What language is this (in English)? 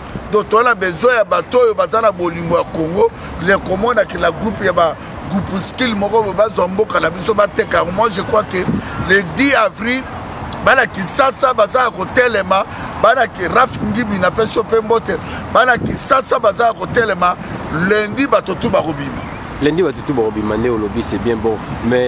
Lingala